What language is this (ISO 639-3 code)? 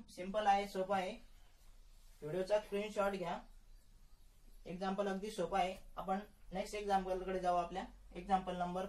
mar